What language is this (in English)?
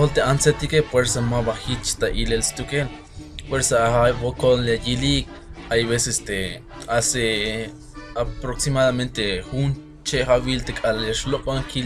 Tzeltal